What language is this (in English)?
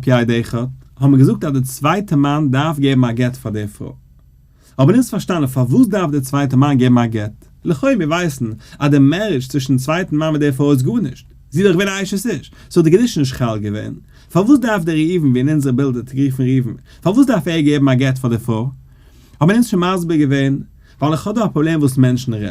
Yiddish